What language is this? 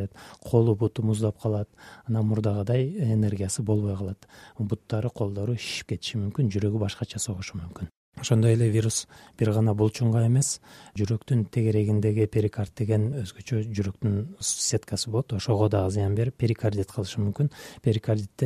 Kyrgyz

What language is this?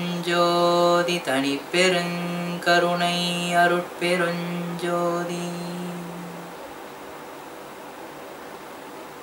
Tamil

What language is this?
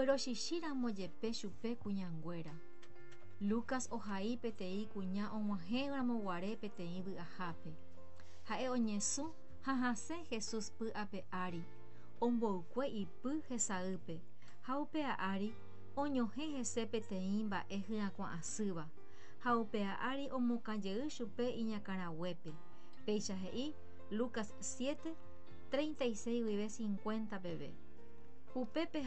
Guarani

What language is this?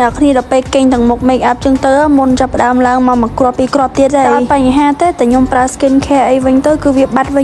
Khmer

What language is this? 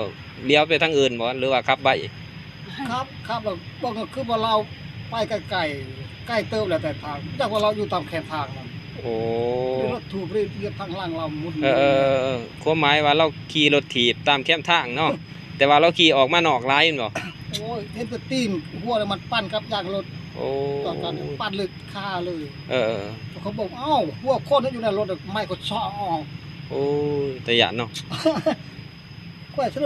Lao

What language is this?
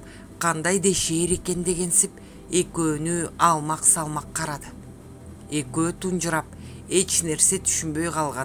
Kyrgyz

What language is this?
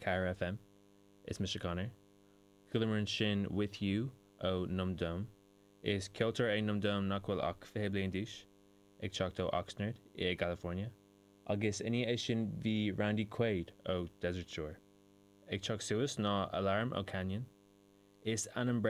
Irish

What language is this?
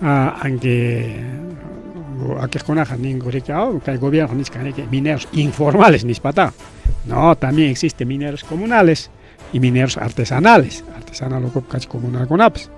Ayacucho Quechua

